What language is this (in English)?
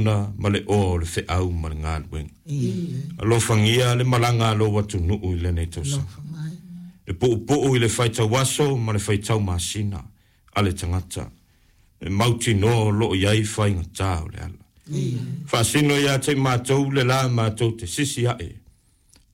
Samoan